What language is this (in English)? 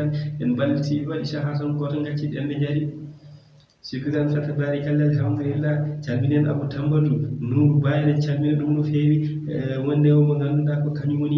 Fula